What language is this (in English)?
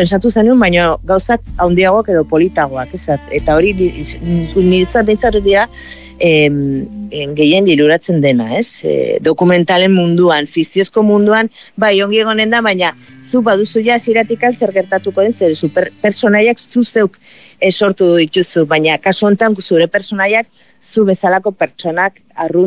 Basque